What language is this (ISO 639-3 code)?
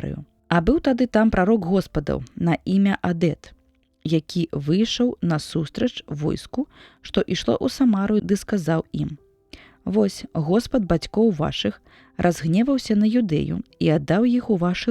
bel